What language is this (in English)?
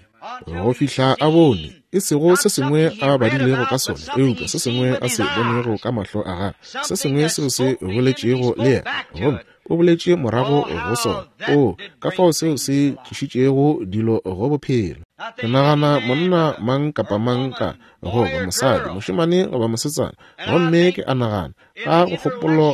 Northern Sotho